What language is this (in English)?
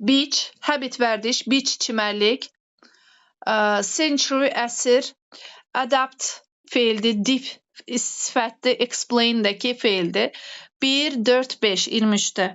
Azerbaijani